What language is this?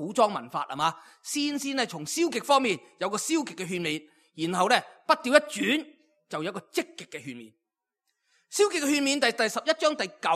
Cantonese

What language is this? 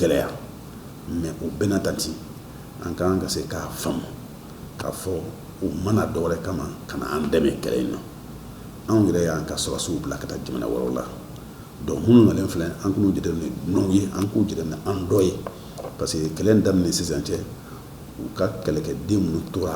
Bambara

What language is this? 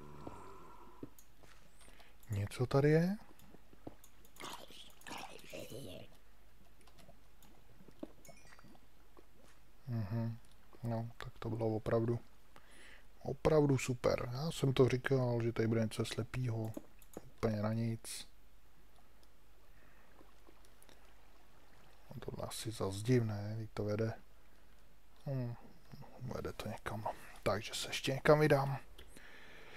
Czech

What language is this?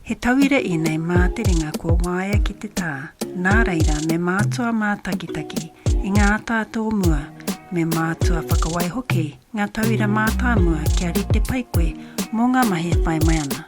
Māori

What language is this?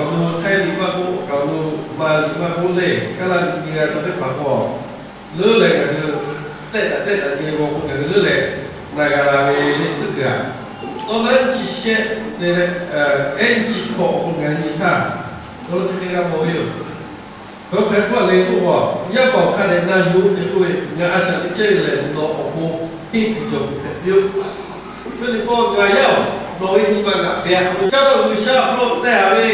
Lahu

